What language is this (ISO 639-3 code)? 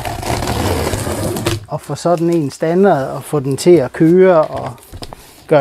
dan